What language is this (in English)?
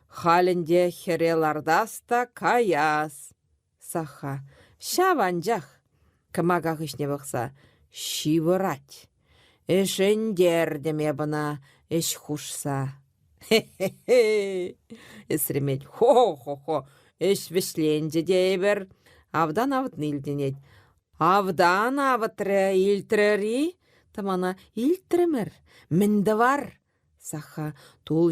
Chuvash